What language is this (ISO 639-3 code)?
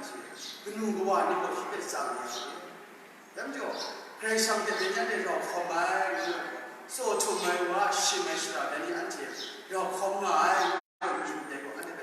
kac